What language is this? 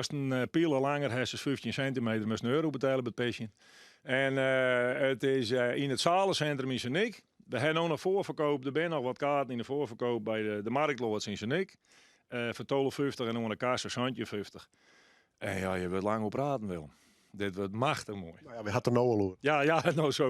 Western Frisian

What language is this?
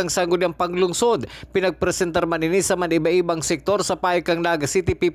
Bikol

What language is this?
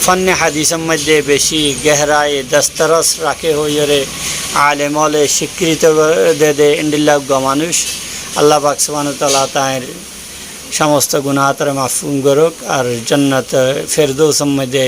Rohingya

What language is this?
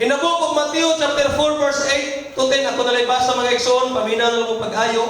Cebuano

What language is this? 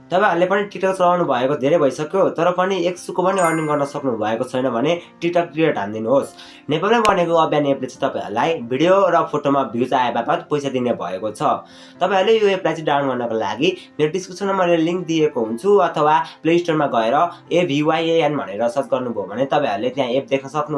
Nepali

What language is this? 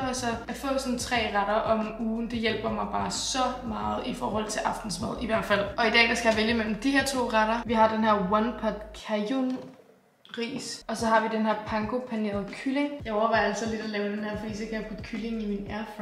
Danish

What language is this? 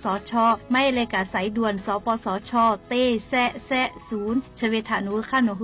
Lahu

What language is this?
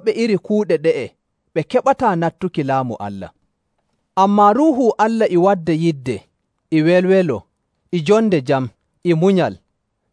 Nigerian Fulfulde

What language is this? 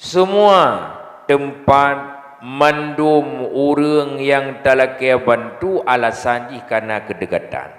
Achinese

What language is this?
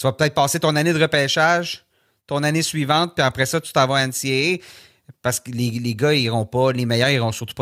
French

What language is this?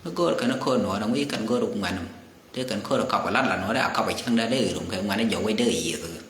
Nuer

